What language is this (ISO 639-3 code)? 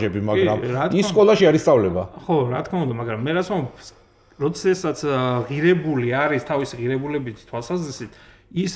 kat